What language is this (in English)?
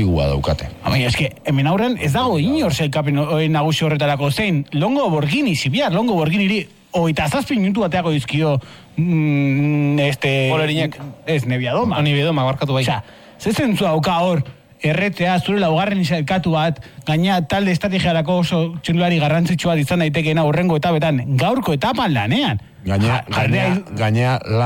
Basque